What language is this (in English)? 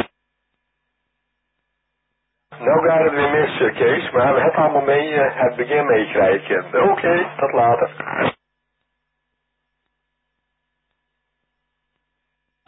Dutch